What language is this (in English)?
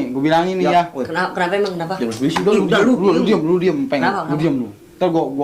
Betawi